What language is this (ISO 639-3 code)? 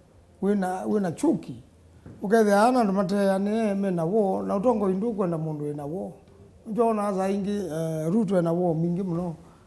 kam